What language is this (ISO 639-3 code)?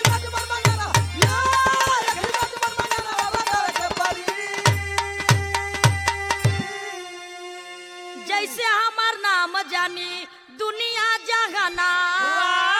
bho